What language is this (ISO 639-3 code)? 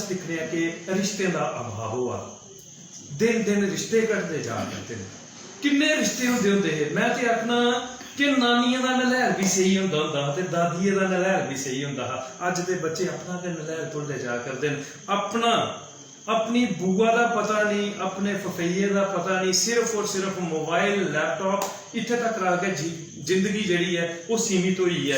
doi